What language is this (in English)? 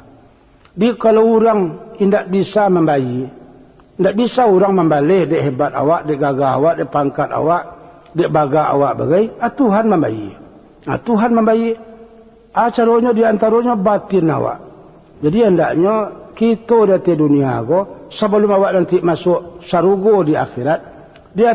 Minangkabau